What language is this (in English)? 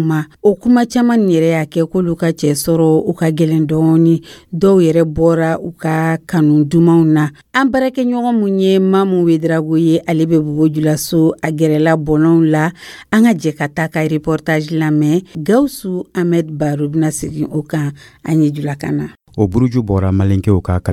Dyula